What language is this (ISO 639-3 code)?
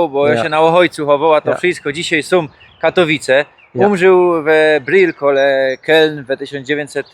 szl